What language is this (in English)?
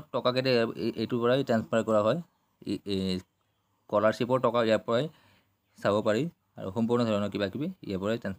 Assamese